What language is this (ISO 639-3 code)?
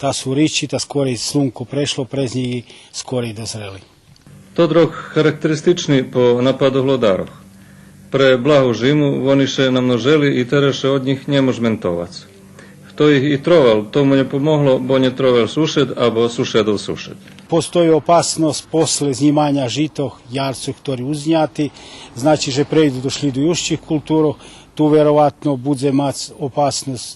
rue